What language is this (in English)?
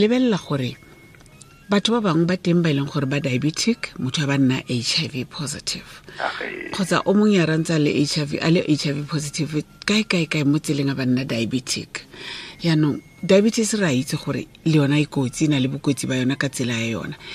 Tswana